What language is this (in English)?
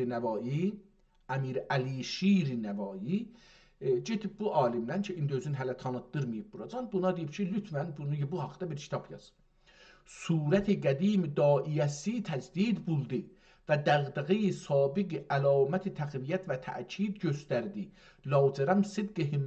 South Azerbaijani